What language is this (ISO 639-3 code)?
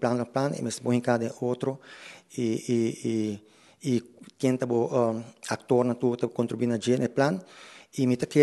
pap